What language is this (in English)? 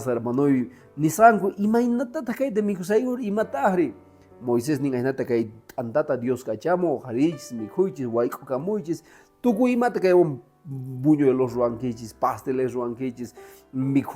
Quechua